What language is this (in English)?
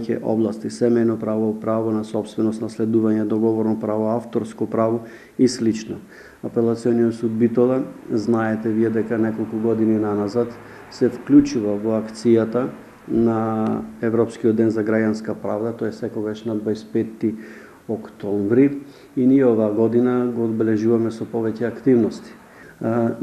Macedonian